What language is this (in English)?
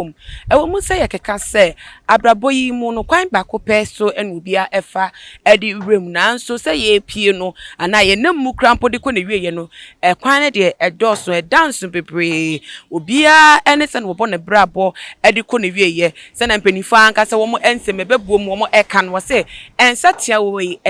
Akan